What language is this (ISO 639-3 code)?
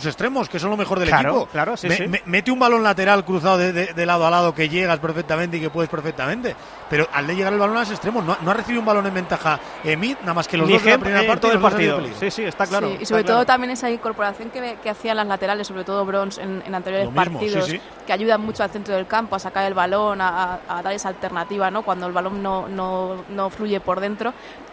spa